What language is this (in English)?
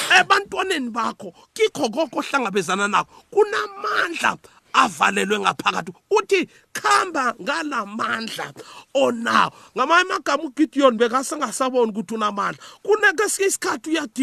South Ndebele